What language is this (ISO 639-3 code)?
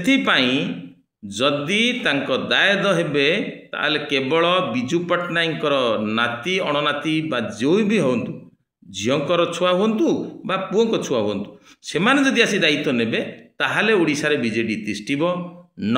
ori